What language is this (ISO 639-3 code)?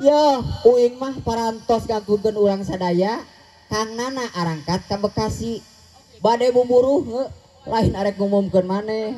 sun